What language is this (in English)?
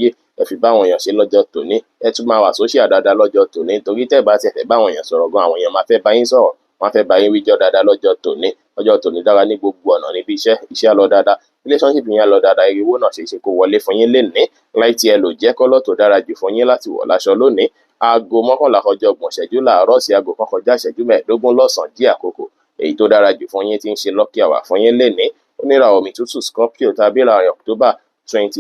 Yoruba